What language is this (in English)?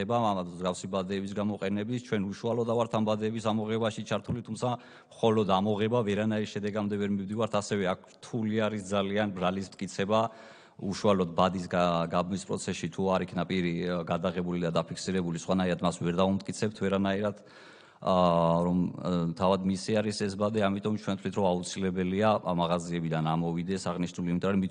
Georgian